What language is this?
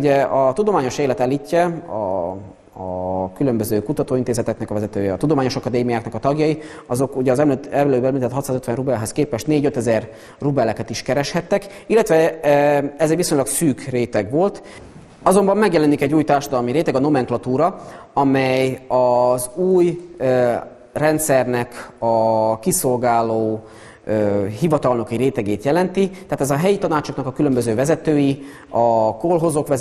Hungarian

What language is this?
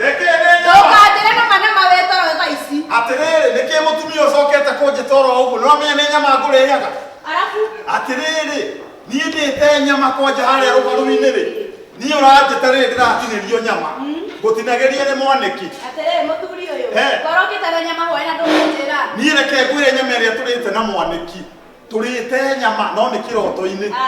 Kikuyu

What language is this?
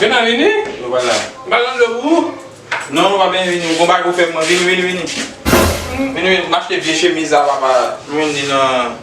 Haitian Creole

